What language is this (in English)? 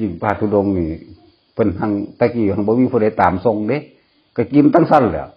Northeastern Thai